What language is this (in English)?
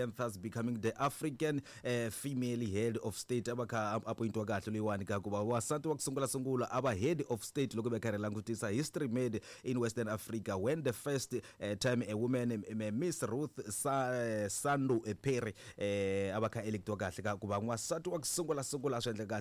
Tsonga